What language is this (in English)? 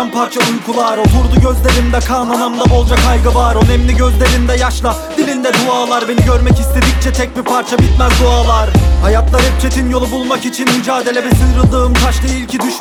Turkish